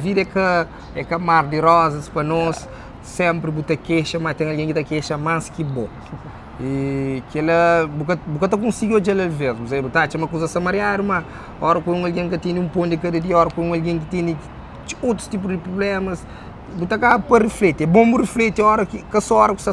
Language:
Kabuverdianu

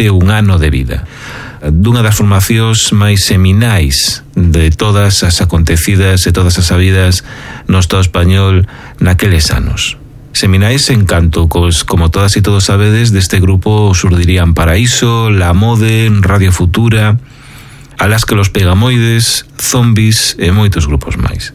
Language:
Galician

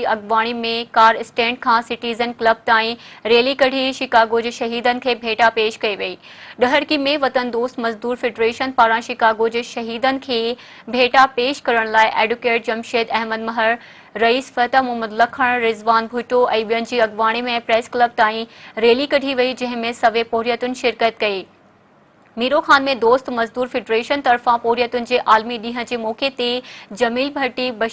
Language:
Sindhi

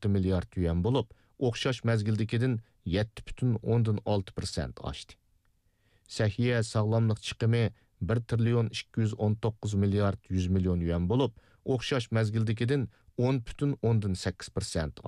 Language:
Uyghur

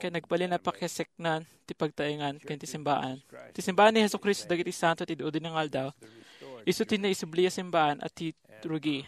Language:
Iloko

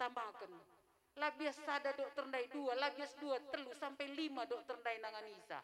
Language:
Batak Karo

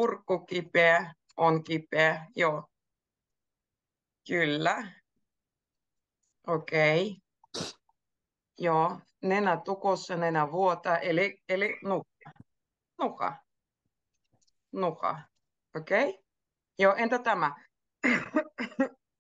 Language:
Finnish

